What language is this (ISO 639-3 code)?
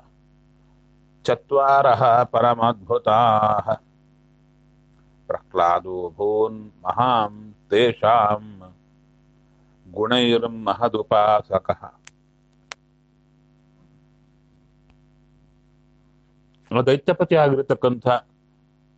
kan